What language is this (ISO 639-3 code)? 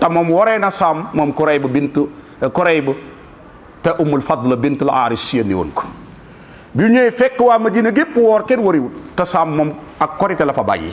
wol